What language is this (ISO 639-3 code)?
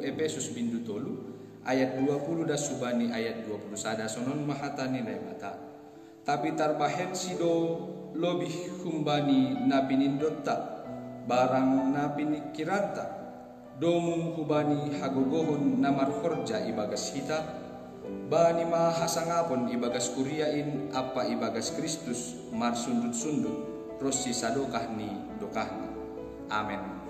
bts